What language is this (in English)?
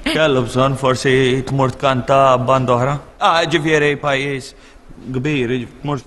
Maltese